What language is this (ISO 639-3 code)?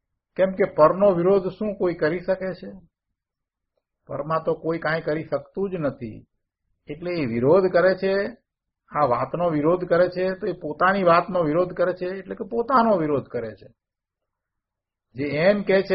guj